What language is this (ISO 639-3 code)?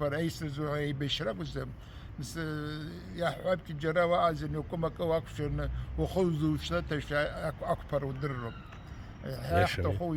abk